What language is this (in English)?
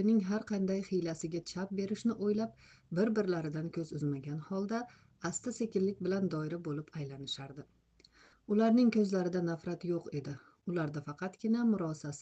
Uzbek